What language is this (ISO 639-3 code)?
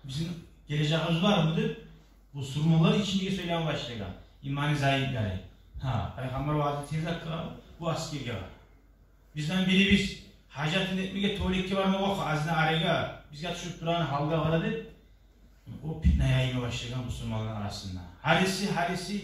kum